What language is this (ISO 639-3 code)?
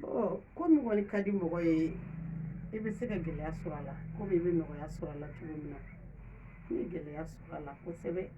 bam